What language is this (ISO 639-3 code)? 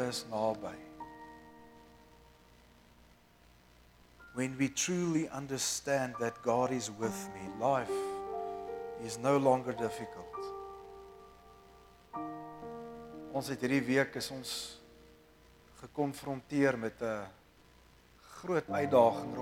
afr